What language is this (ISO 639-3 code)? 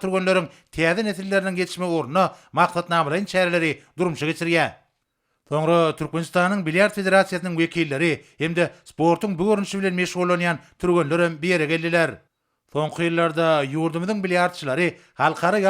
tuk